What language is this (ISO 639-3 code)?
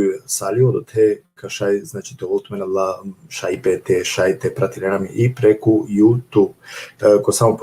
rmn